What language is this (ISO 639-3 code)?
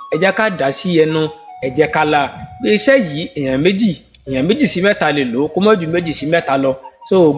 yor